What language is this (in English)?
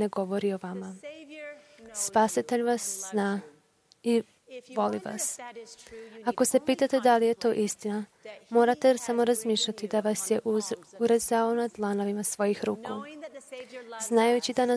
Croatian